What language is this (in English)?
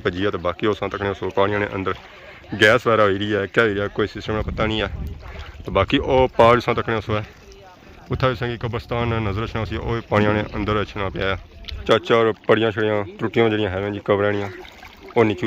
Pahari-Potwari